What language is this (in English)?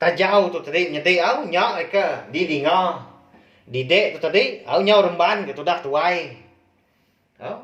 Iban